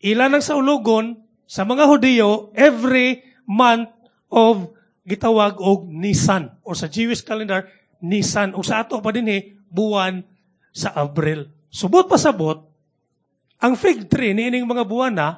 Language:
Cebuano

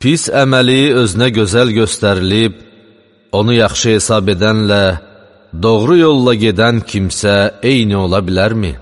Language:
Azerbaijani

